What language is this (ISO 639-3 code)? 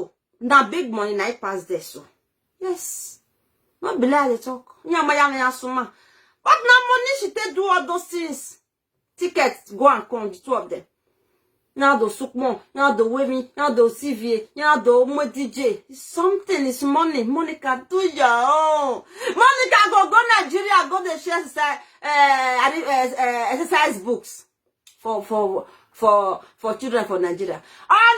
pcm